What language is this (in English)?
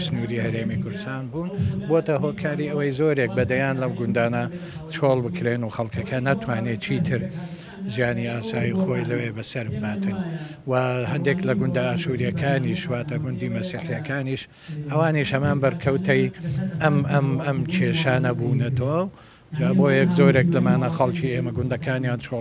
Central Kurdish